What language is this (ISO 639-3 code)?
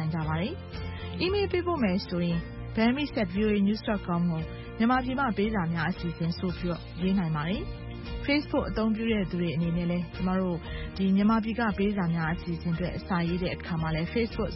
mya